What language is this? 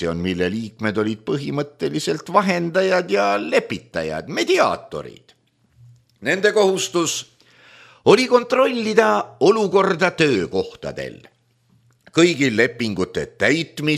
Estonian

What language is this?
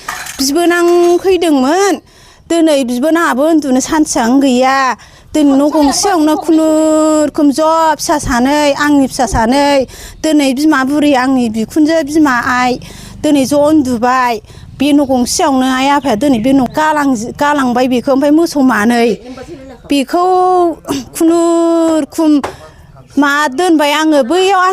Bodo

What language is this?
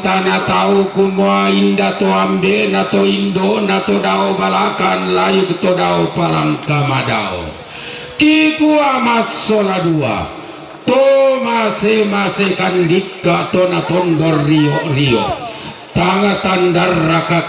Toraja-Sa'dan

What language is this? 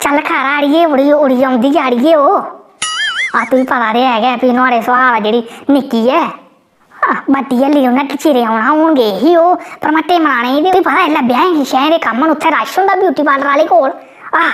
Dogri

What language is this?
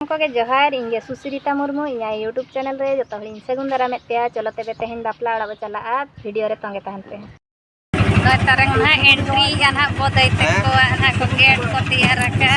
Santali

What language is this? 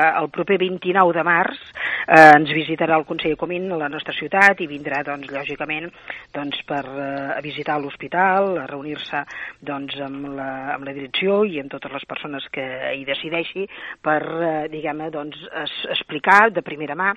Catalan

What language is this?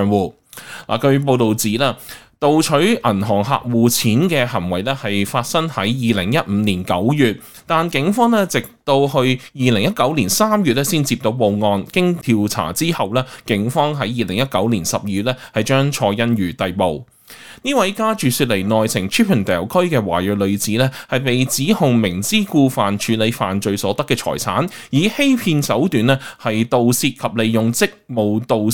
Cantonese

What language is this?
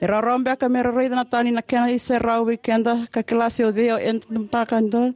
Fijian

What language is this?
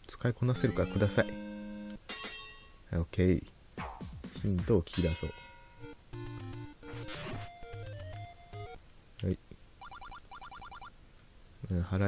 Japanese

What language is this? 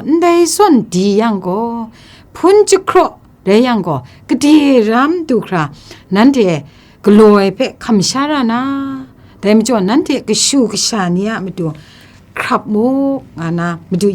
Kachin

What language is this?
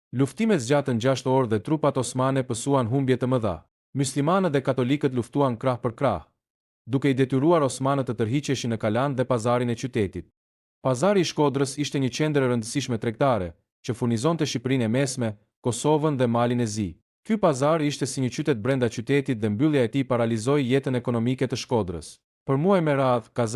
Albanian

